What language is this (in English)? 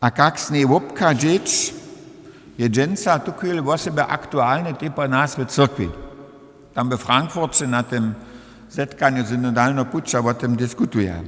Upper Sorbian